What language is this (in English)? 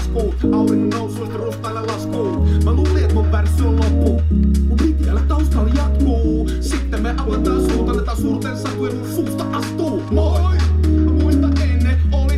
Finnish